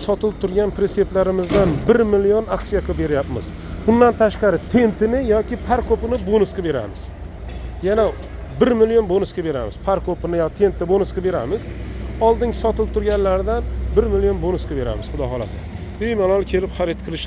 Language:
Uzbek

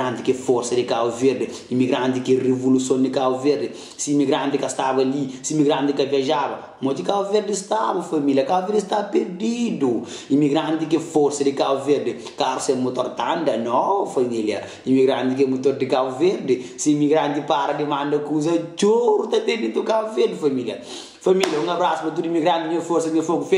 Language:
Kabuverdianu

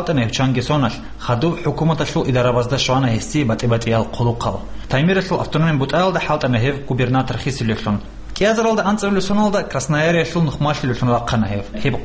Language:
Avaric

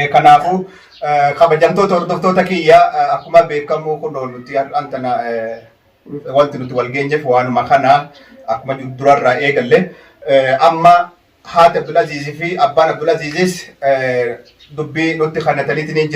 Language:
Oromo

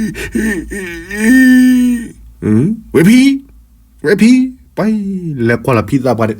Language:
S'gaw Karen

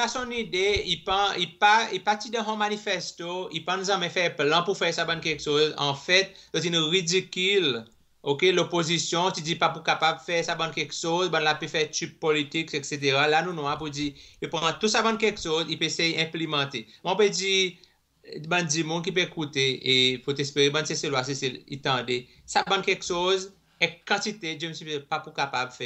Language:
Seselwa Creole French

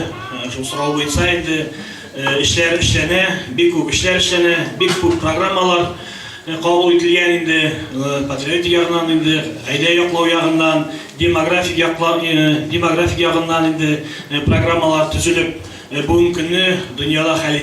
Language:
Bashkir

